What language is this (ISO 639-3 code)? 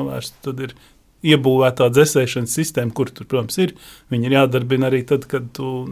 lav